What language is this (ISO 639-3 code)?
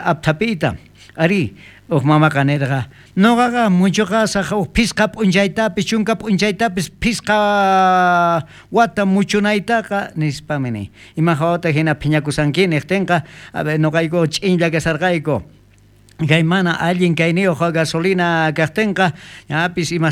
quh